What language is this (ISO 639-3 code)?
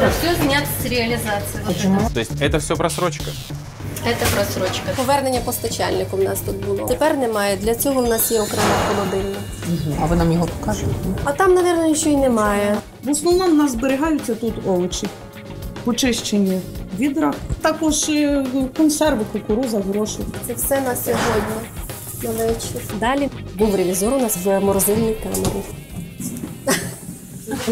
ukr